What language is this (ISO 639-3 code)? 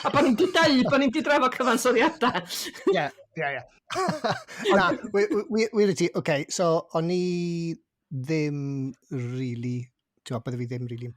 cym